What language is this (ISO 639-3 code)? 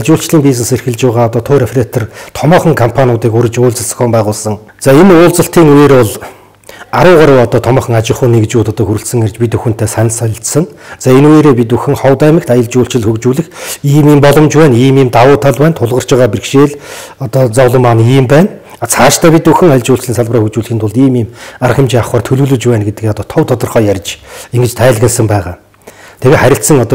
mon